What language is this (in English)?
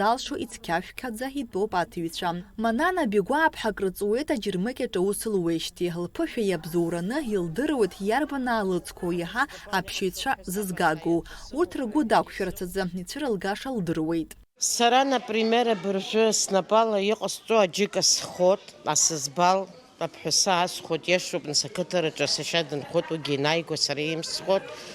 Abkhazian